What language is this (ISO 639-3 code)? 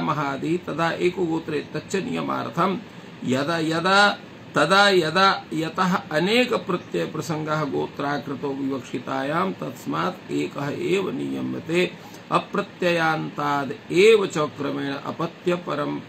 san